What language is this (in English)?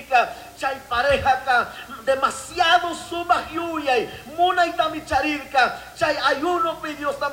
Chimborazo Highland Quichua